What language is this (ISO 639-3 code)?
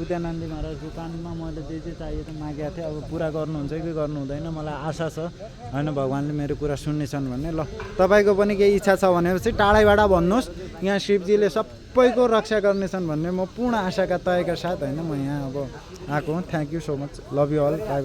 nep